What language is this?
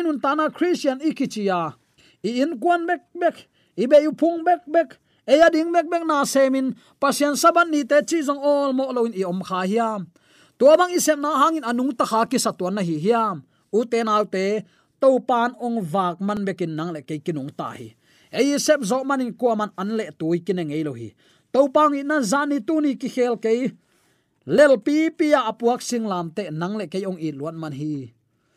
Tedim Chin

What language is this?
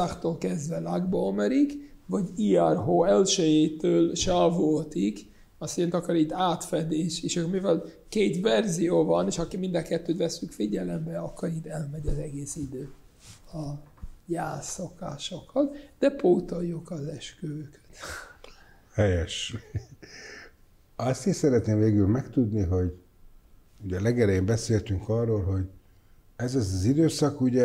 Hungarian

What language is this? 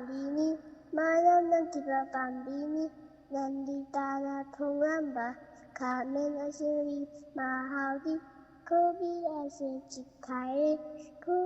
Manipuri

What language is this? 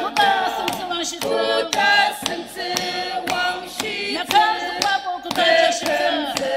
Ao Naga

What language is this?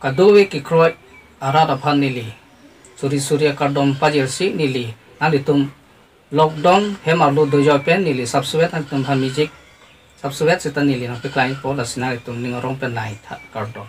Karbi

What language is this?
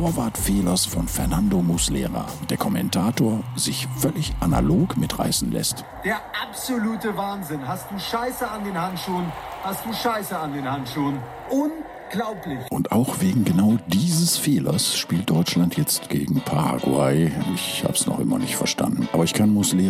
German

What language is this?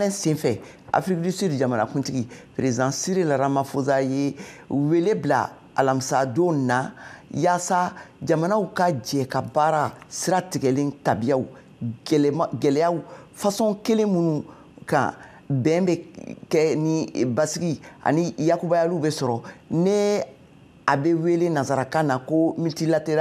Bambara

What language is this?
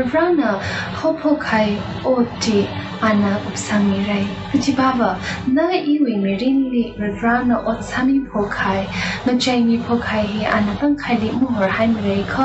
Tangkhul Naga (India)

